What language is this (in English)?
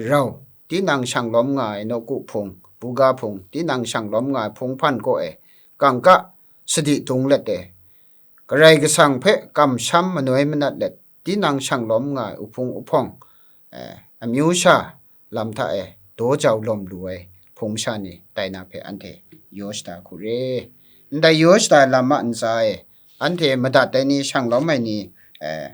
Kachin